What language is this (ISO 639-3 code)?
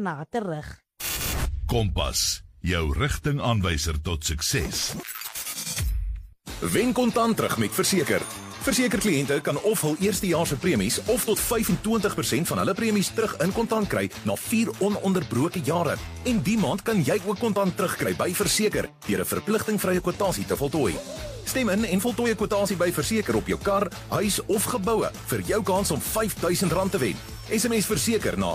afr